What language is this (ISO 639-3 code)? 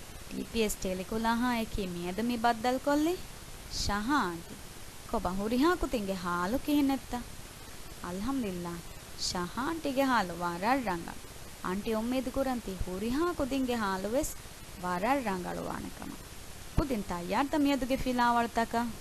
div